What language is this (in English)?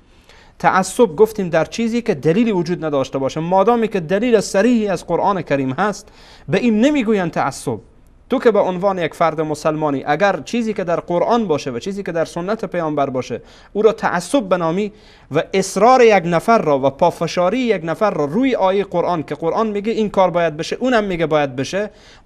Persian